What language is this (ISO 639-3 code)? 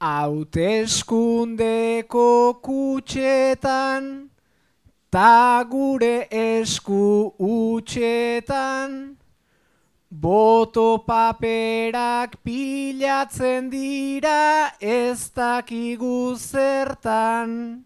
eus